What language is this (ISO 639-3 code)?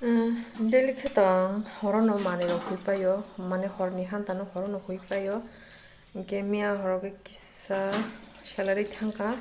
trp